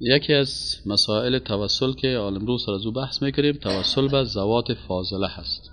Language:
Persian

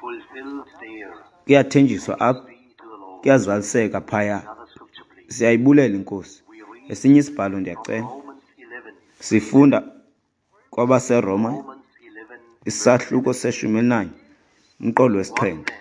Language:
Xhosa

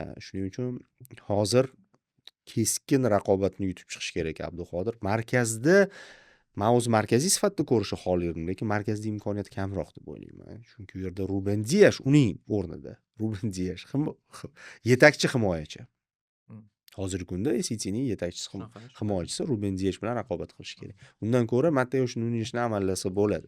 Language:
Uzbek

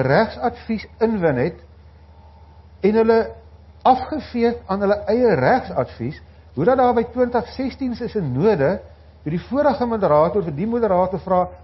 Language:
Afrikaans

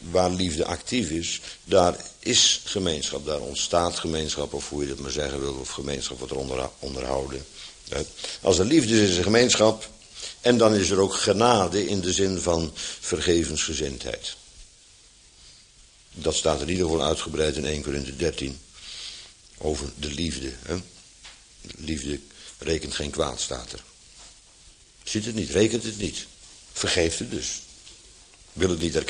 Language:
Dutch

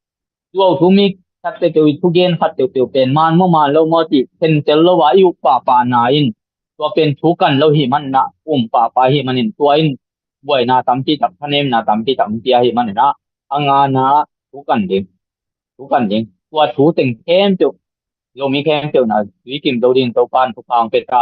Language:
Tedim Chin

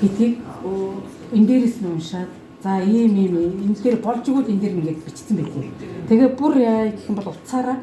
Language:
Mongolian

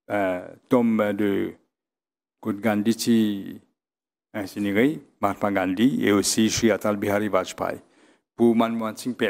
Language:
Morisyen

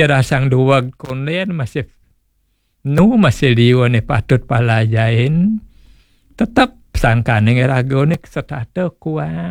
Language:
Balinese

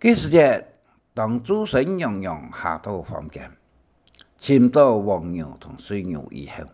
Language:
Hakka Chinese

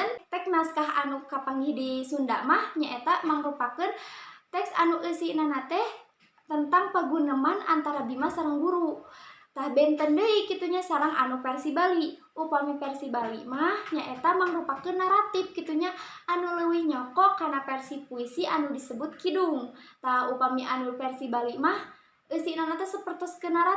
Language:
Sundanese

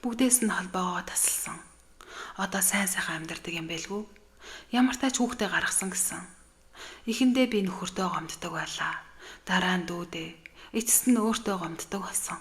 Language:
Mongolian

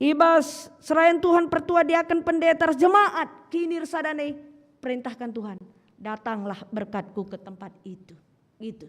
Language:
Batak Karo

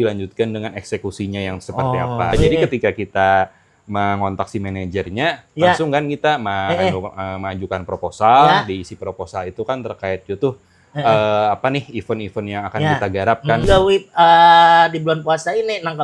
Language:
Banjar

